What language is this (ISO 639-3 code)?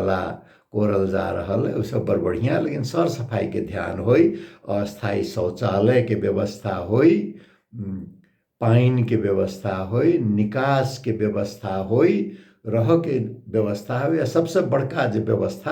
mai